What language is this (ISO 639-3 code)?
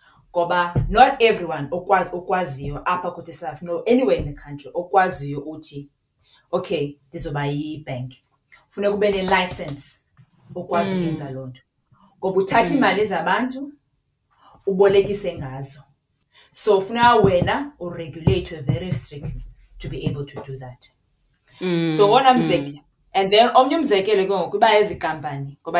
xho